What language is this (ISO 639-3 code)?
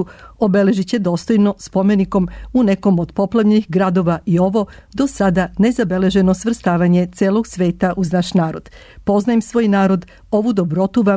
srp